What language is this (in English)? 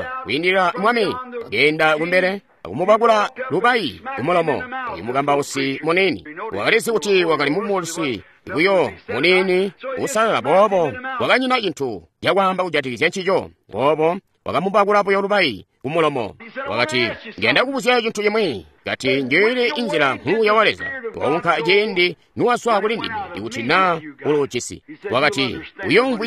Tonga (Zambia)